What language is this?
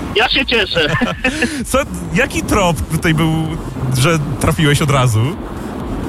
Polish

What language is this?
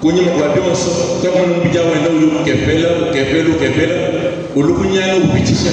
Luba-Lulua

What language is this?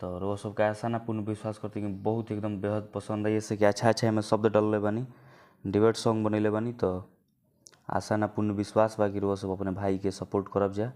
Bhojpuri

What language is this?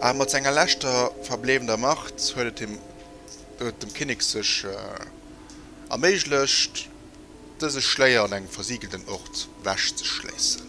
Luxembourgish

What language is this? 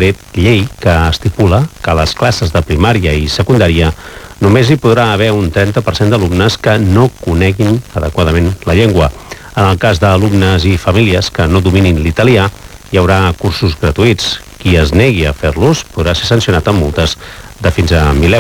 Catalan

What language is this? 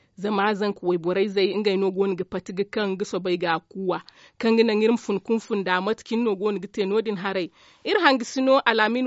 Zarma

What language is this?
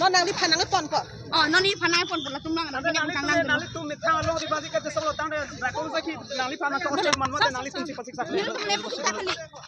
Karbi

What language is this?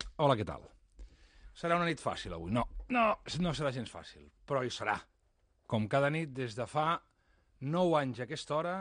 Catalan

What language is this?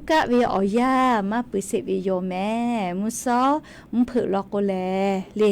Lahu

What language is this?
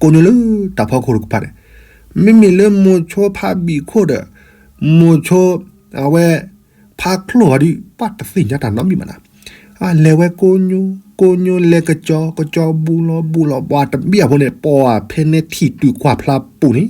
S'gaw Karen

